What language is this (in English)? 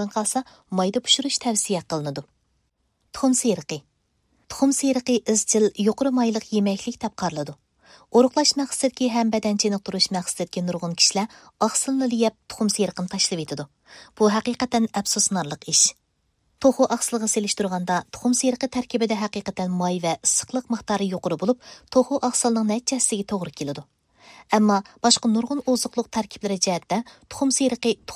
Uyghur